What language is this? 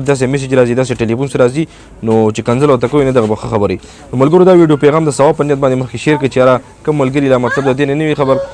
Pashto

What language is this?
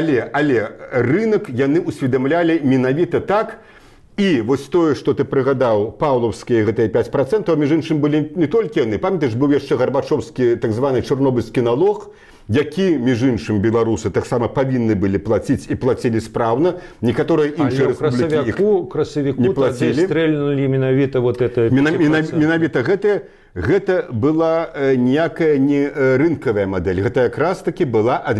Belarusian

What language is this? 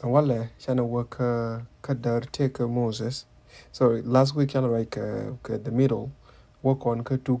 Nuer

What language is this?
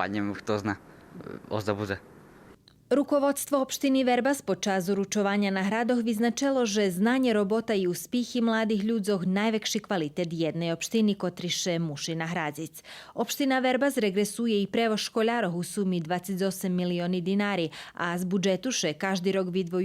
Rusyn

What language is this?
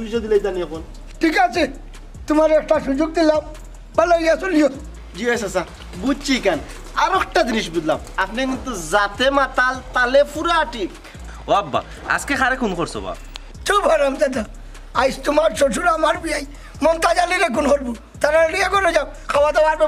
Sylheti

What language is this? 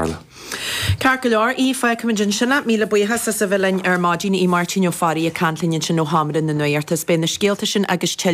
Irish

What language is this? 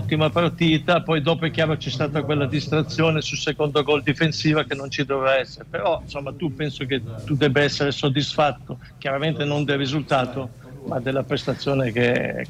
Italian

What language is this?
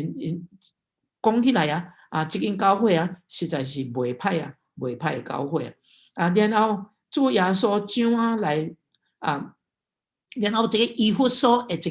Min Nan Chinese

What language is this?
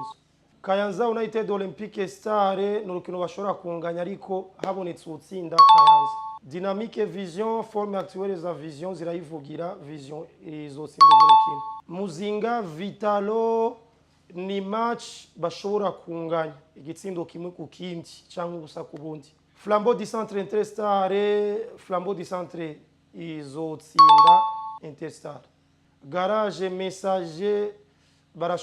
Rundi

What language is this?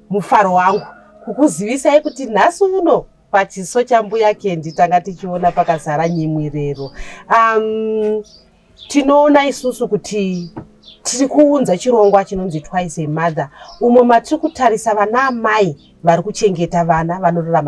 Shona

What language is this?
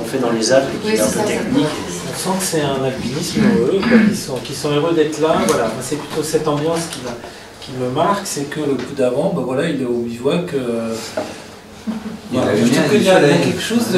French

